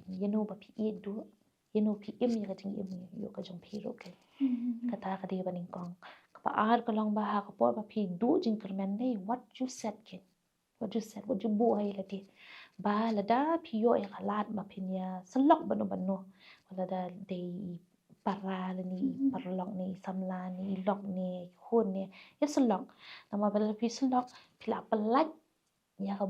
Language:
Khasi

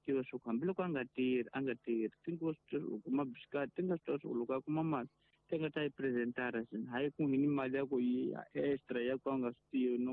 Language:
Tsonga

